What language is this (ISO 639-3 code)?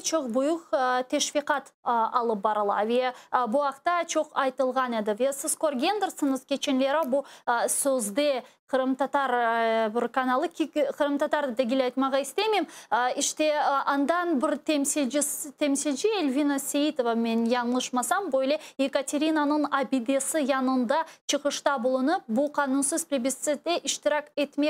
crh